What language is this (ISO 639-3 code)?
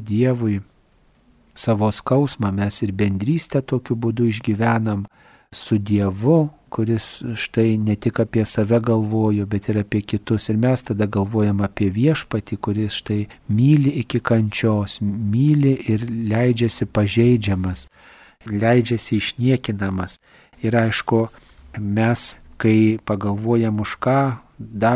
lit